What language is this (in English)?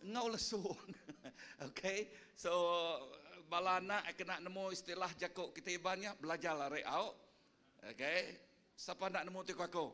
Iban